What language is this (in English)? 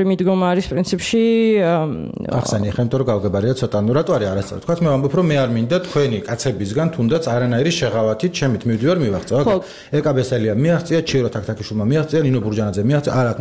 Georgian